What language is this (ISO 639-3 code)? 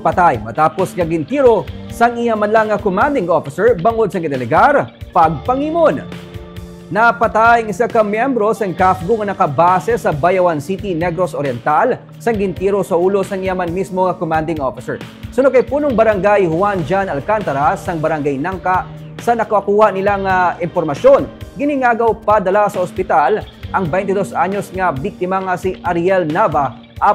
hil